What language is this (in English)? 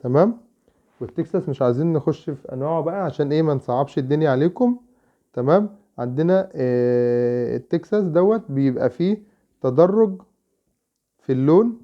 Egyptian Arabic